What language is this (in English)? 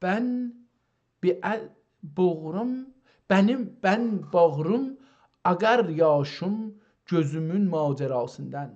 South Azerbaijani